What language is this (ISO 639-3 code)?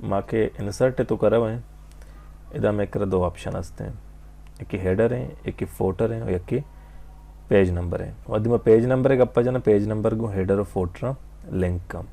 bal